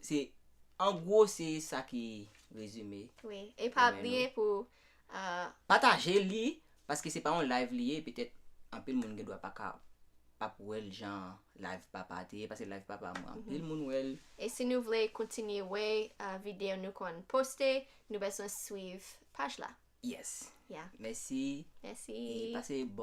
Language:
Haitian Creole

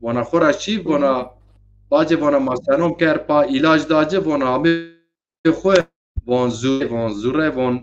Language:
Zaza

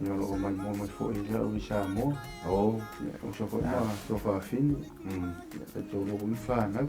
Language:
Samoan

